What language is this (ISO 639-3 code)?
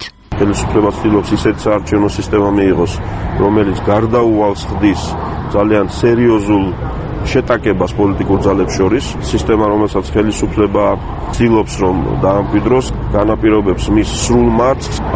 kat